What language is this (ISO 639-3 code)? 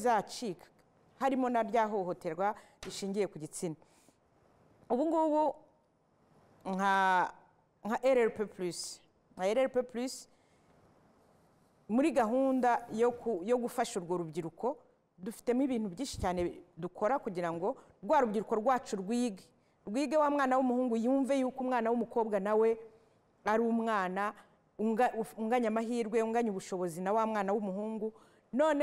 kin